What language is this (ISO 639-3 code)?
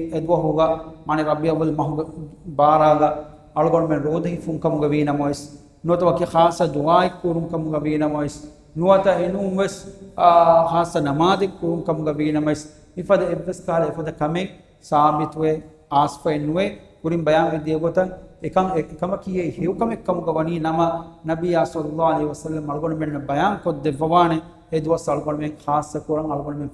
div